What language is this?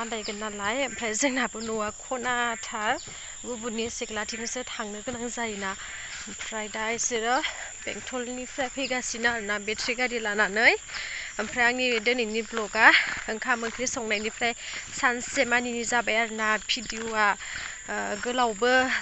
Bodo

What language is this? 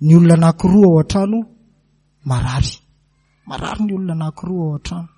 Malagasy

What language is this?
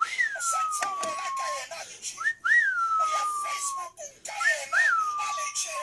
Southern Sotho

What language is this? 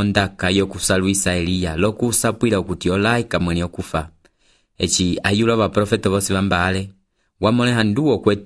Umbundu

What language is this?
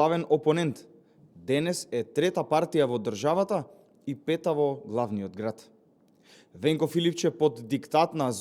Macedonian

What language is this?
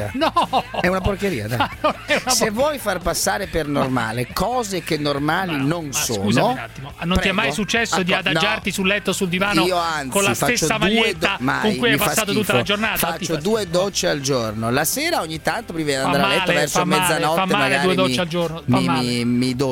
Italian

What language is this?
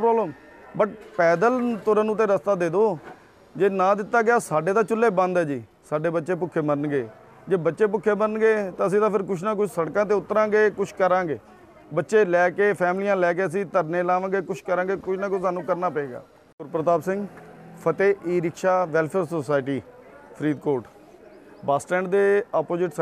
Punjabi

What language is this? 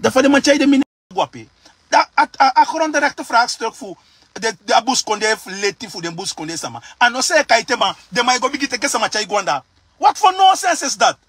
Sranan Tongo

